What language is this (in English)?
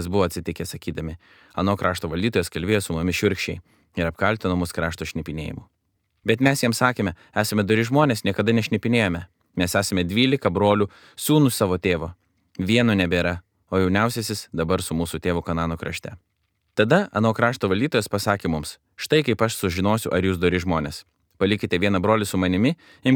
Lithuanian